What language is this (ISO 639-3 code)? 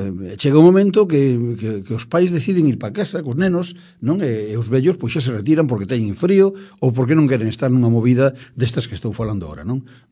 glg